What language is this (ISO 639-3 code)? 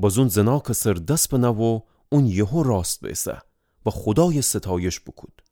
glk